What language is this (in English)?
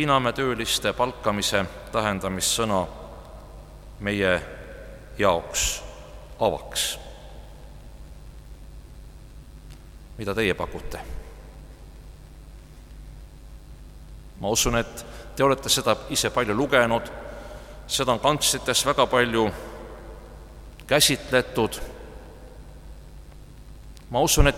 Estonian